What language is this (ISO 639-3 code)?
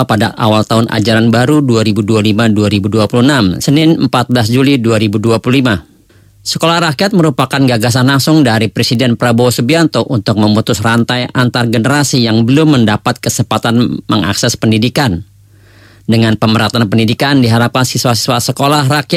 ind